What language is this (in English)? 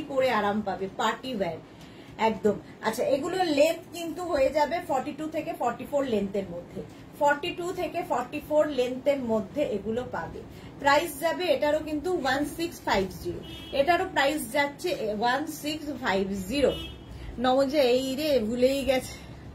Bangla